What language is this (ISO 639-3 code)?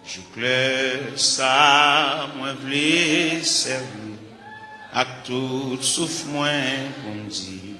hat